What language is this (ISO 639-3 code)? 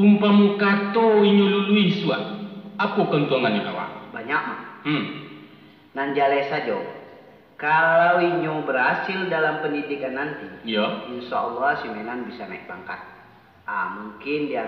min